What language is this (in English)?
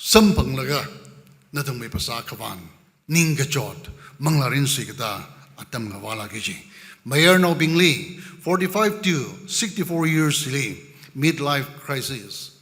Tangkhul Naga (India)